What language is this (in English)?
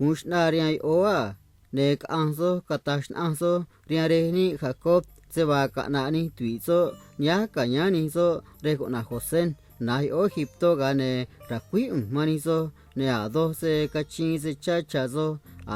Copala Triqui